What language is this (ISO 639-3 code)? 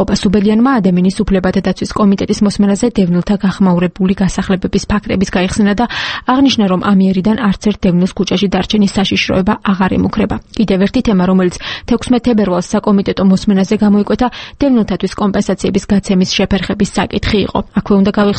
kat